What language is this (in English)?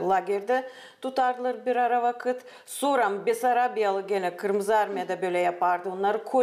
Gagauz